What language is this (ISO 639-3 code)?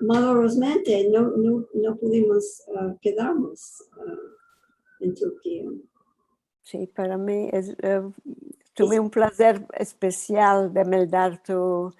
lad